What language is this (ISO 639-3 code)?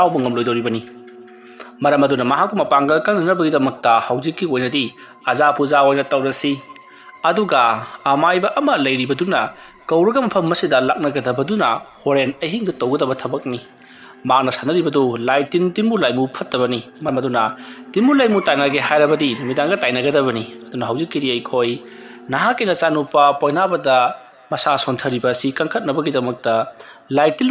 mni